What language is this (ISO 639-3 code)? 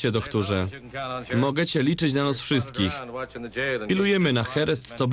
szl